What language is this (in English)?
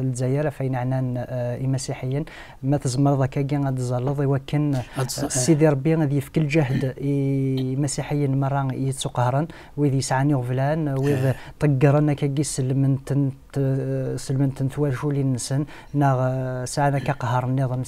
Kabyle